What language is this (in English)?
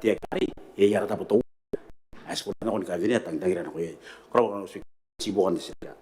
Gilbertese